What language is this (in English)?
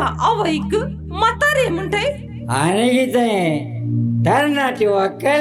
Konkani